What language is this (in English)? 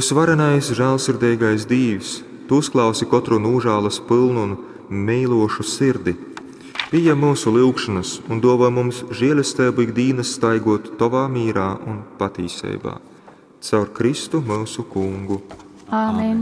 Latgalian